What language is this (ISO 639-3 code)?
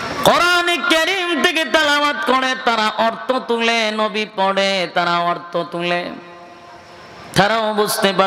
ben